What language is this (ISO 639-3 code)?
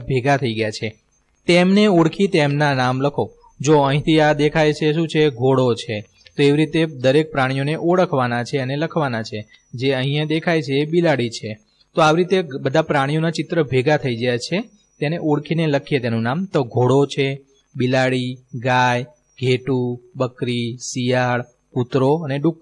guj